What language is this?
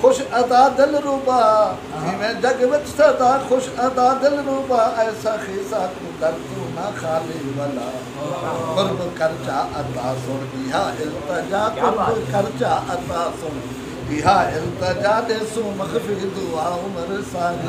Saraiki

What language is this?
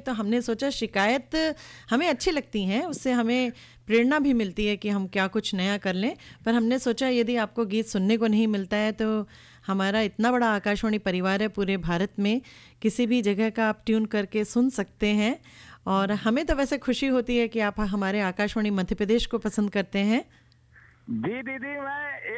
Hindi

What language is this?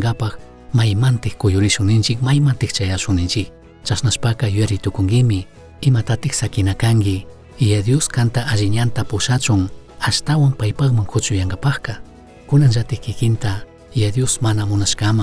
Chimborazo Highland Quichua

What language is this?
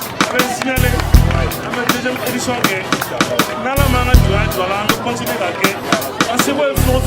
Bambara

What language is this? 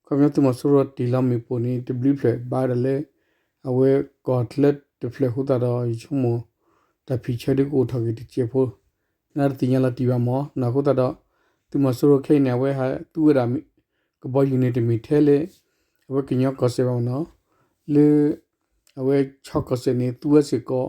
S'gaw Karen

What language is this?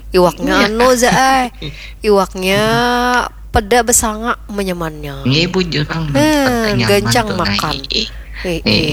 Banjar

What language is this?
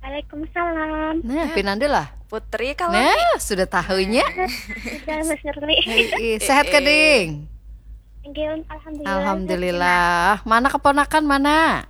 Banjar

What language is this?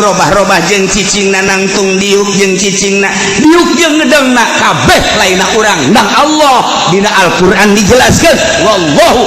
Sundanese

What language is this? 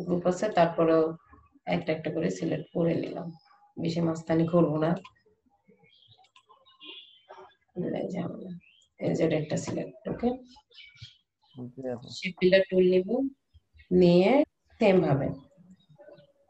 Bangla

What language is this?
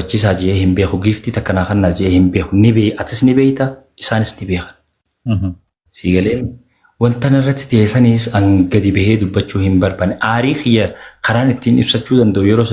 Oromo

